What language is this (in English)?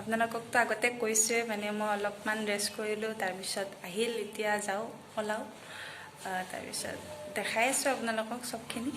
Assamese